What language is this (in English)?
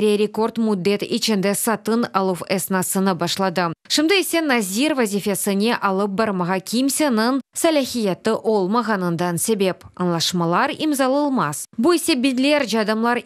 Crimean Tatar